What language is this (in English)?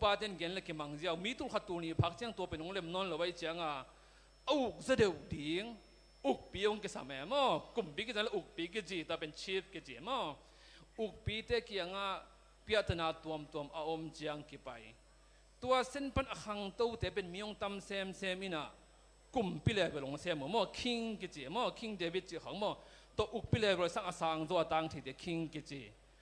Tedim Chin